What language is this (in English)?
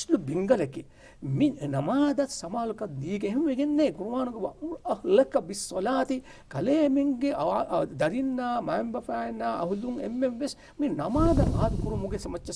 Divehi